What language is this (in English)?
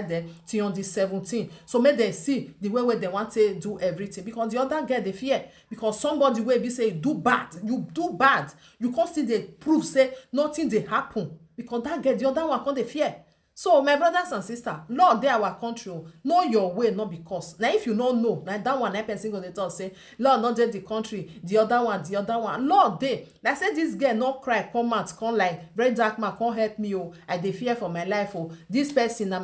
Nigerian Pidgin